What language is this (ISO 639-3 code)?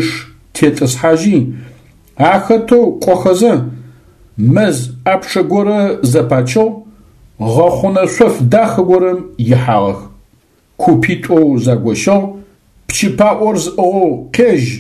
ady